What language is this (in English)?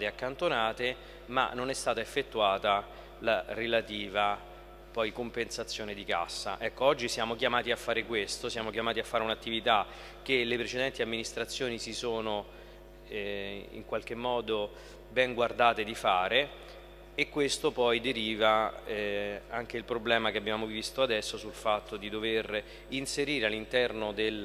Italian